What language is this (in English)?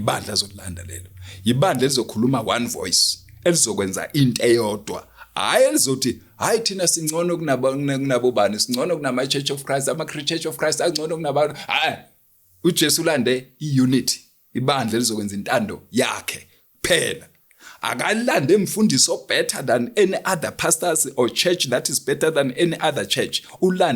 Zulu